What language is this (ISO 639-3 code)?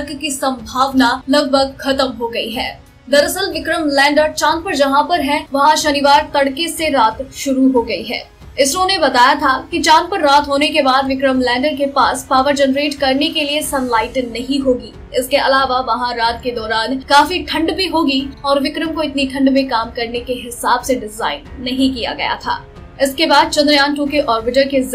hin